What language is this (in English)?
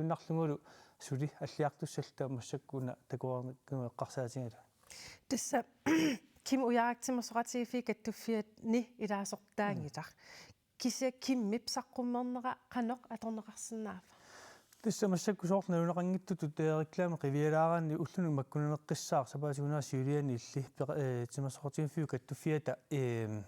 Kalaallisut